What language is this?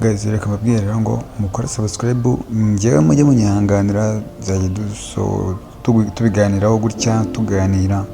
Kinyarwanda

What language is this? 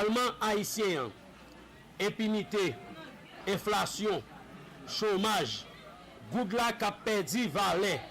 Haitian Creole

